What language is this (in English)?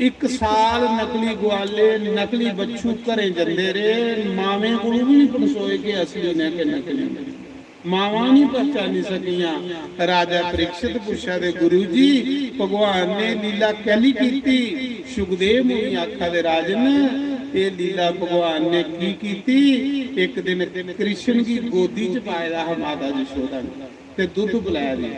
Dogri